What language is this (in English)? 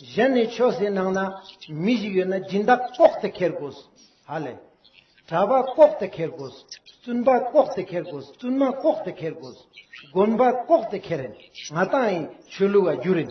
Ladakhi